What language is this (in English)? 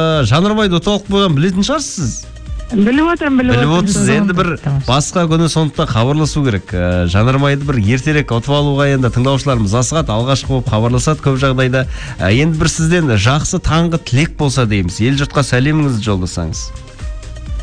Kazakh